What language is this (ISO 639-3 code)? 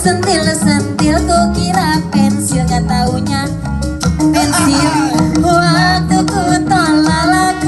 bew